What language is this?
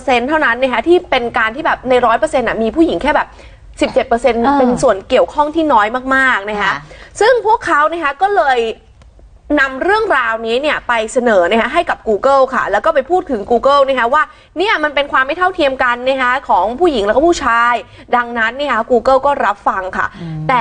Thai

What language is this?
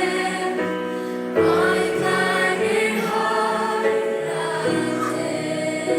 Faroese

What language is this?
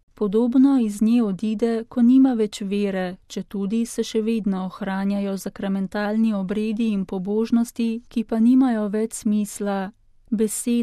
Slovenian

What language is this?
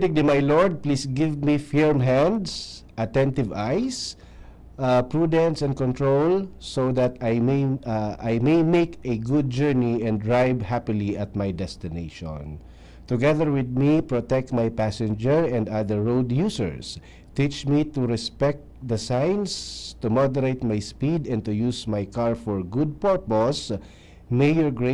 Bikol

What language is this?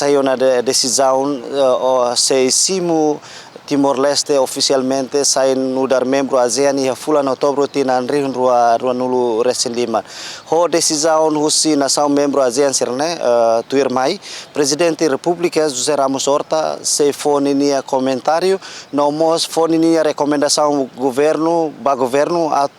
Tetum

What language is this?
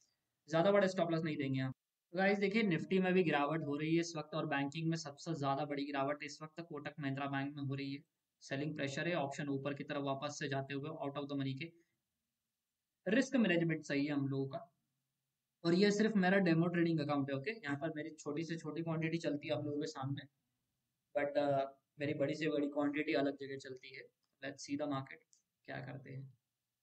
Hindi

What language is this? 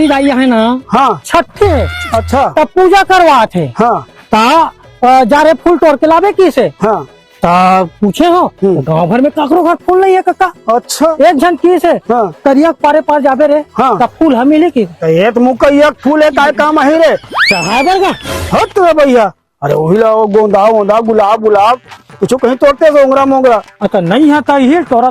Chhattisgarhi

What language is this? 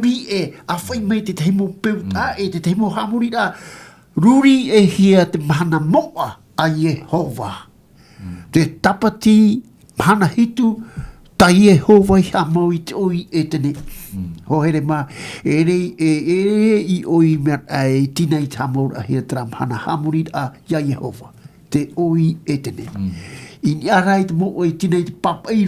Tahitian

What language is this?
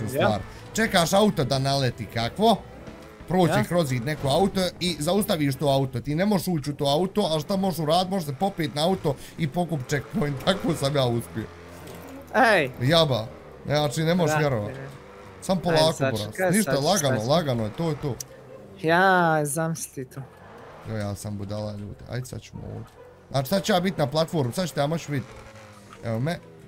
Bosnian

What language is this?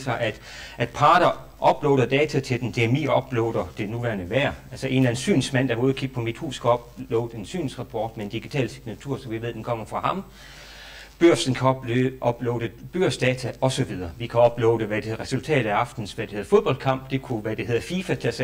Danish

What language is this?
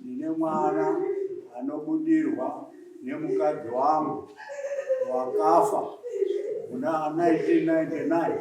Shona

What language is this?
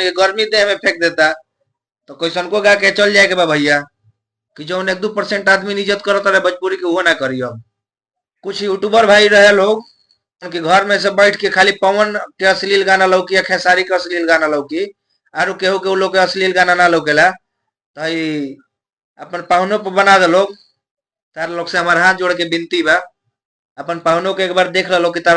Bhojpuri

